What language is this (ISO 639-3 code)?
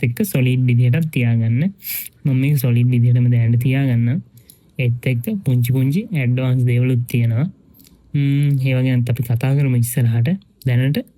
sin